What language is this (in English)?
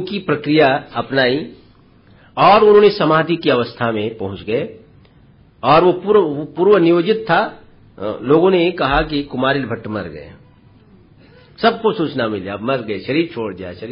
Hindi